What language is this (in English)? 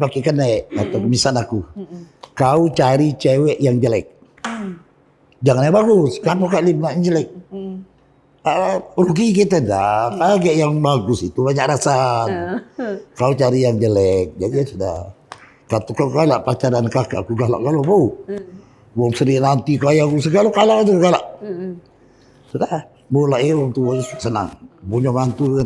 Musi